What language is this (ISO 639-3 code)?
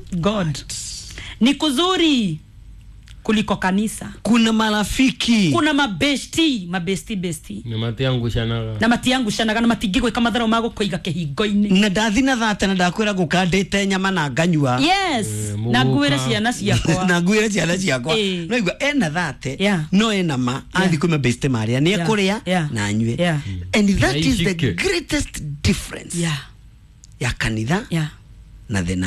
kik